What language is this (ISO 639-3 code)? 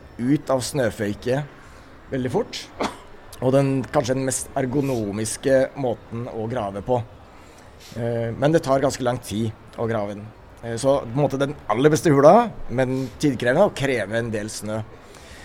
nor